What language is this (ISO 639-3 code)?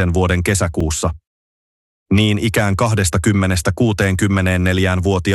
fin